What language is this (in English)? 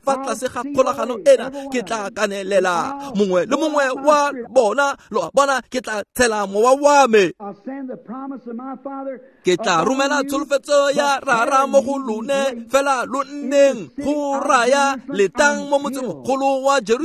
Tswana